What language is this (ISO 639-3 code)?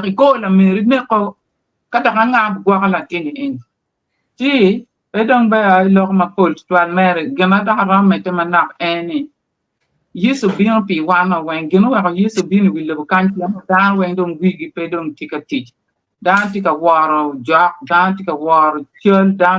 ach